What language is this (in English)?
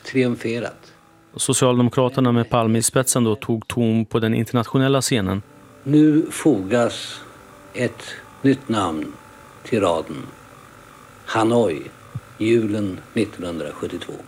Swedish